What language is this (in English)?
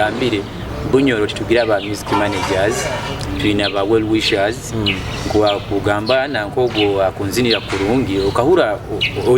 Nyoro